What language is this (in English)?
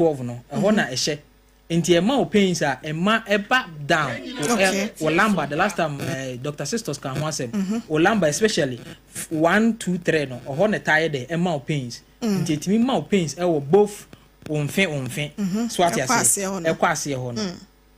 Akan